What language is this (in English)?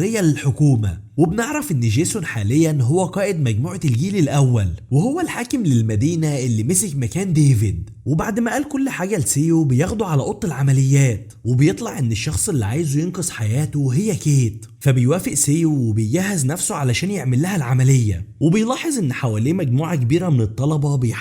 Egyptian Arabic